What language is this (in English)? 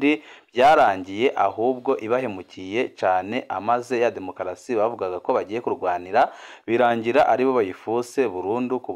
Rundi